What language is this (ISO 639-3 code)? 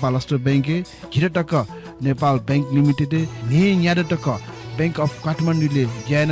new